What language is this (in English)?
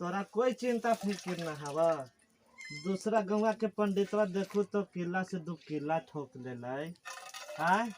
Magahi